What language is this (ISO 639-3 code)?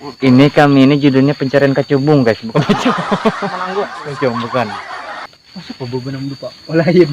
bjn